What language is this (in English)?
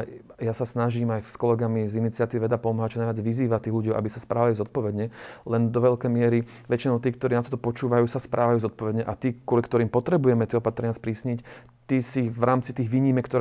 Slovak